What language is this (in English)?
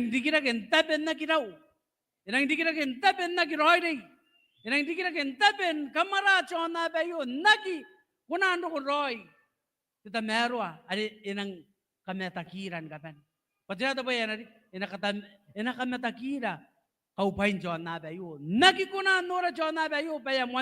Gilbertese